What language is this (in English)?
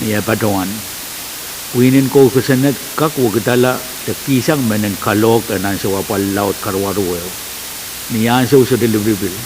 Pohnpeian